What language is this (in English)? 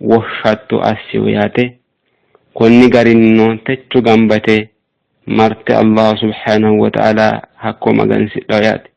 Sidamo